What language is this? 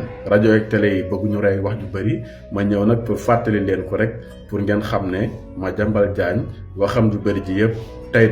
Wolof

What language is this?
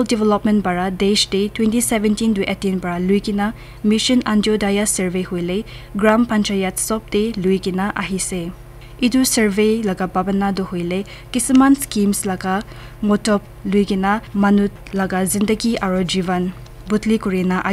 Naga Pidgin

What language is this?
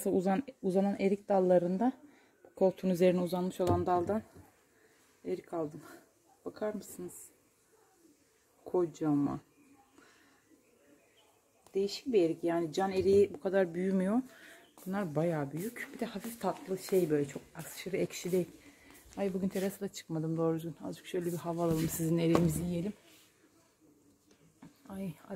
Turkish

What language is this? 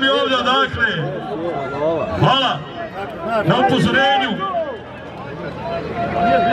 Croatian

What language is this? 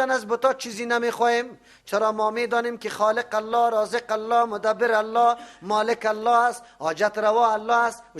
Persian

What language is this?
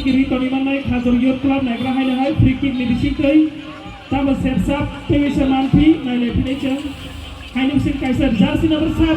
Kok Borok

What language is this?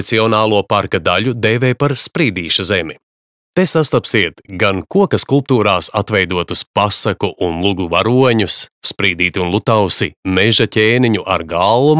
Latvian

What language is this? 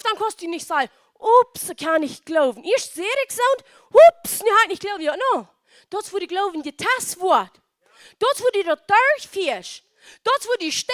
Plautdietsch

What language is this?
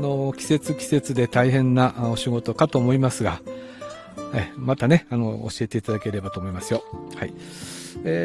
Japanese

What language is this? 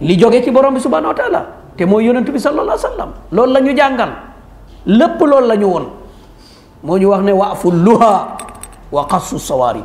Wolof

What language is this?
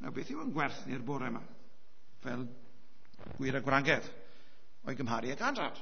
Welsh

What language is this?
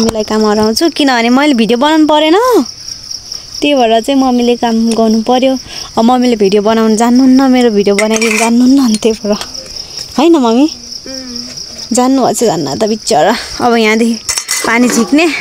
Nepali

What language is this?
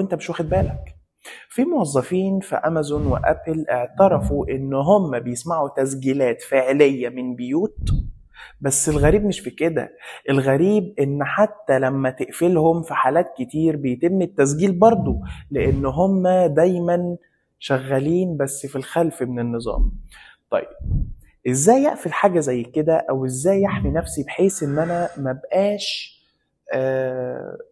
Egyptian Arabic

